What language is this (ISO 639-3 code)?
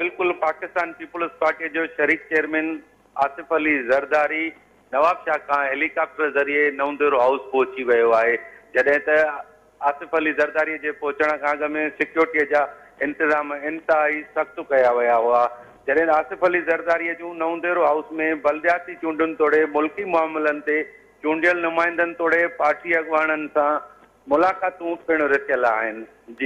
snd